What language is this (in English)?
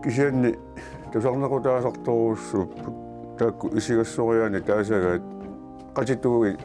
Kalaallisut